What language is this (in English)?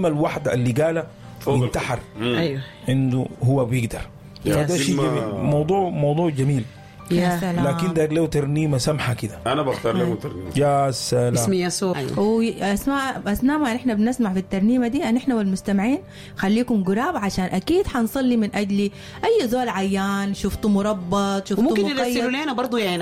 Sudanese Arabic